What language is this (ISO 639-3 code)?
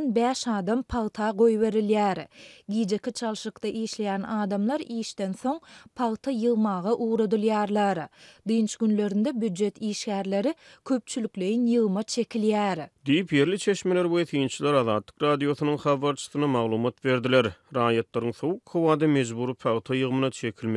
tuk